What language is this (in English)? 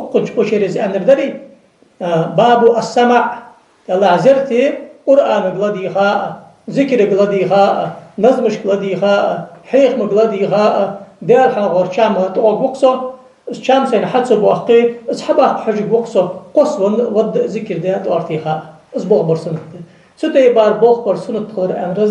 Ingush